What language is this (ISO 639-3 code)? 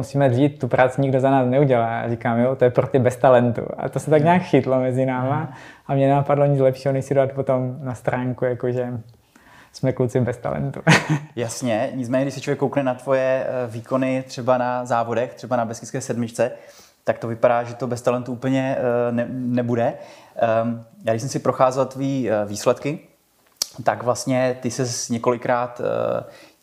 ces